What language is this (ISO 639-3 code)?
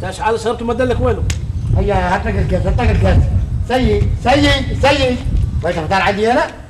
arq